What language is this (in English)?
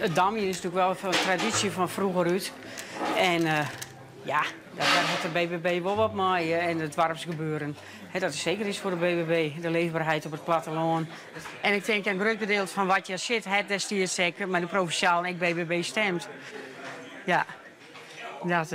Western Frisian